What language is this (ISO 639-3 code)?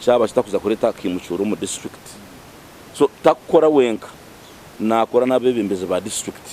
nyn